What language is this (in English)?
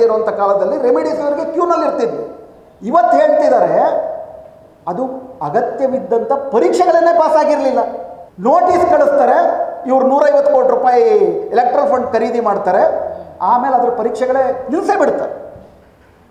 Kannada